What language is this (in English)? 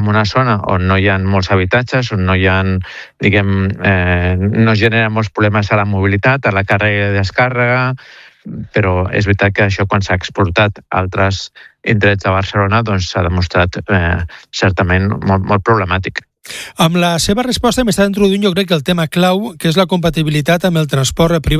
Catalan